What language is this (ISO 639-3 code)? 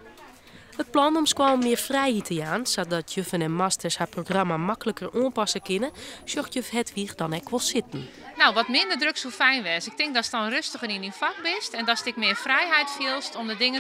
fry